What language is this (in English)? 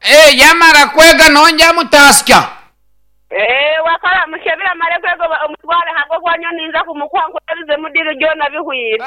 Nyankole